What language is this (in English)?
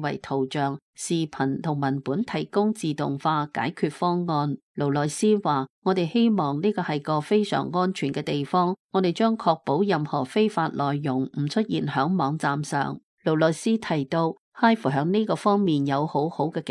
Cantonese